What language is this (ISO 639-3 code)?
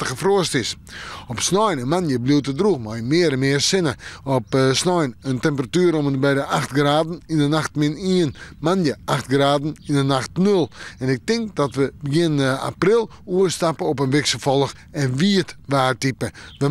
fry